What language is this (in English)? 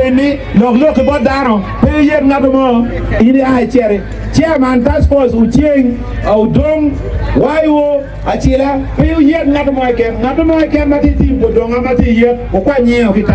Acoli